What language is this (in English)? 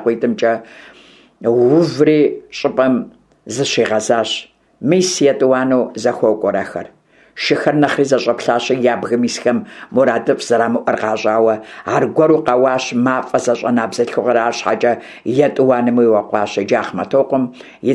Kabardian